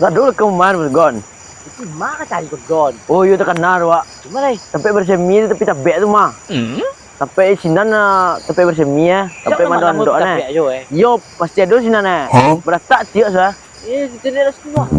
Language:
Minangkabau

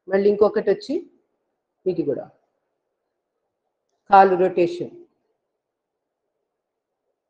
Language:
Telugu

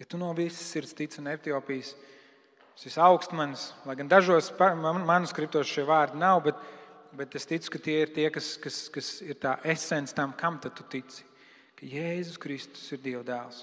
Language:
Latvian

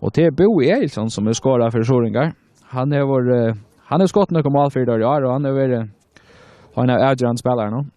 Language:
Faroese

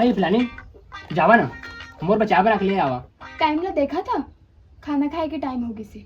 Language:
Chhattisgarhi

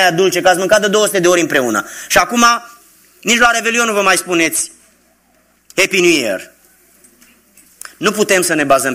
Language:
Romanian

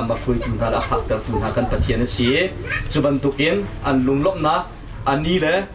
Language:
Hakha Chin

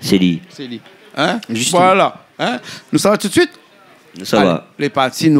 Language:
Réunion Creole French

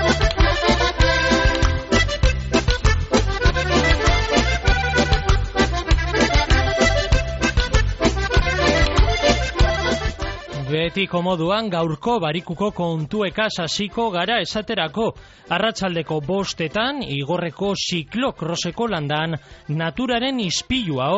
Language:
Basque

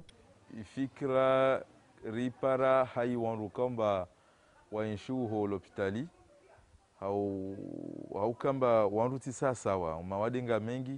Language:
Ngazidja Comorian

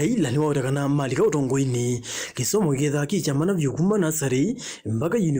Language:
Kamba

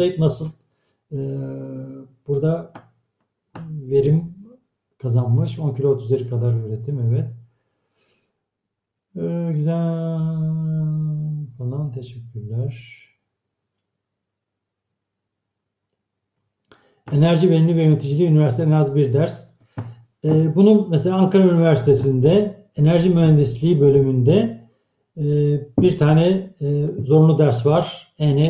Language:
Turkish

